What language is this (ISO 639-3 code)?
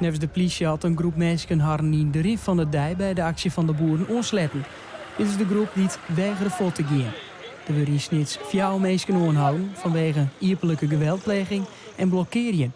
fry